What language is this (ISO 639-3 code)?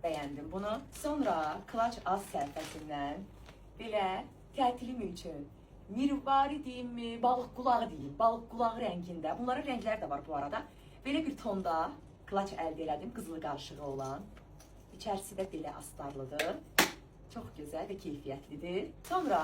aze